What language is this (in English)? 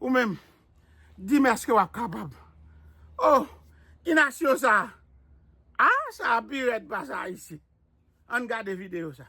Haitian Creole